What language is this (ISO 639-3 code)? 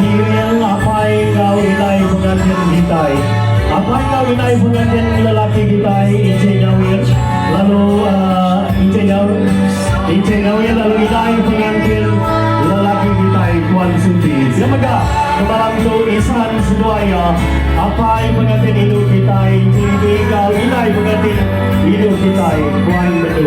iba